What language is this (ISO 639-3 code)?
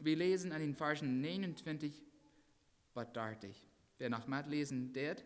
pdt